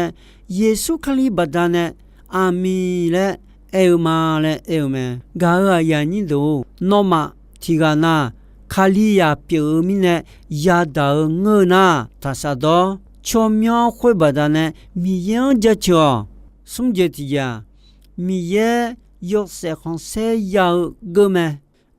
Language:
Akha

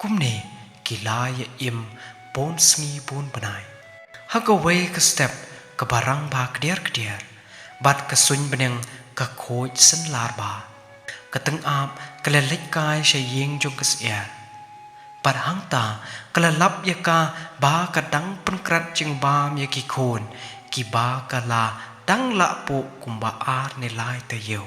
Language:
Khasi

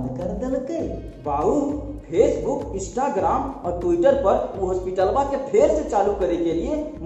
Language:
Magahi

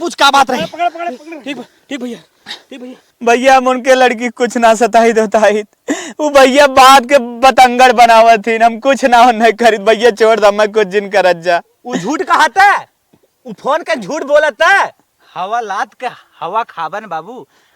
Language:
Awadhi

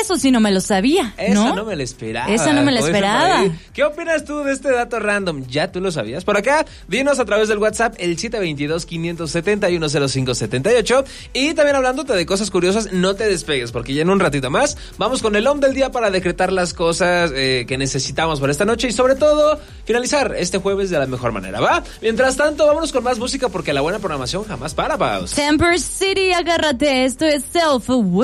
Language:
Spanish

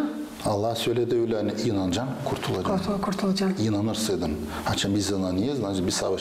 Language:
Gagauz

